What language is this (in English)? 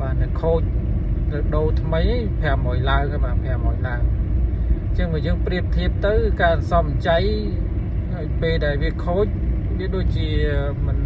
Khmer